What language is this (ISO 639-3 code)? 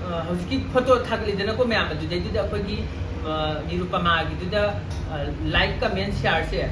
mni